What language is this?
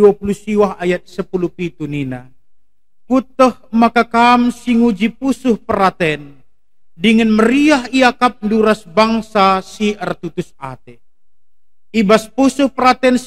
Batak Karo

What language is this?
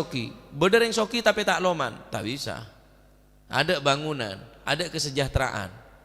Madurese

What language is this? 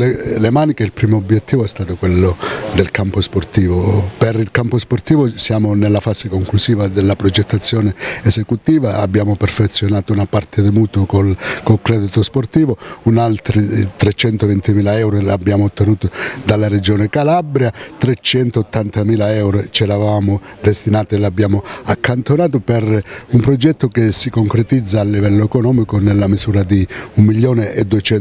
Italian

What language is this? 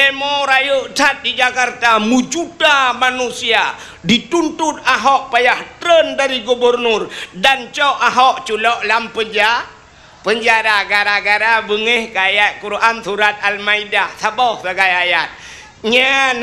Achinese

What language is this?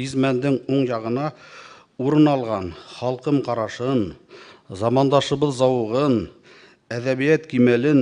Bashkir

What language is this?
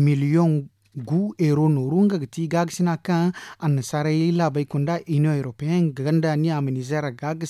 Zarma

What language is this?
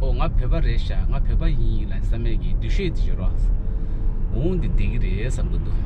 Tibetan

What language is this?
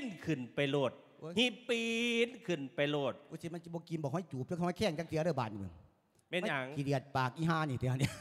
Lao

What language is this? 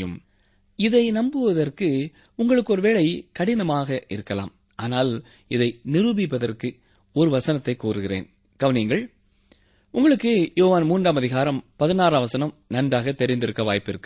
Tamil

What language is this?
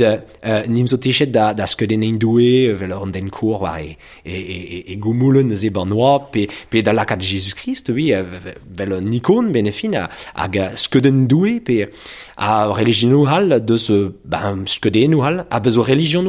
Breton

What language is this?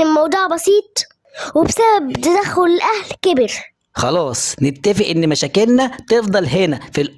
Egyptian Arabic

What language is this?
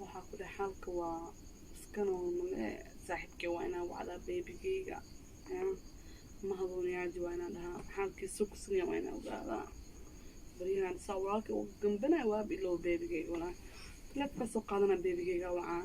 Somali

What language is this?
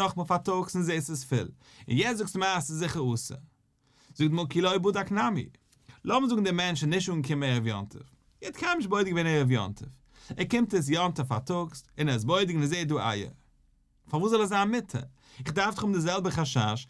Yiddish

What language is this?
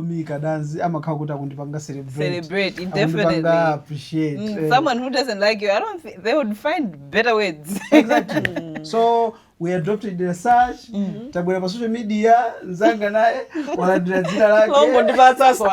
Nyanja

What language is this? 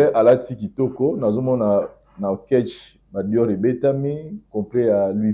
Lingala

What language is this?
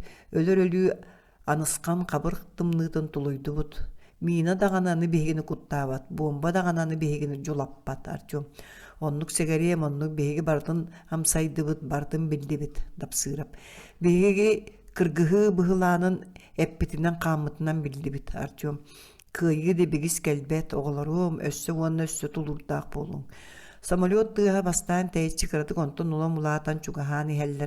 Yakut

